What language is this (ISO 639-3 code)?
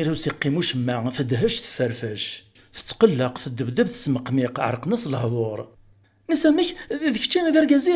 kab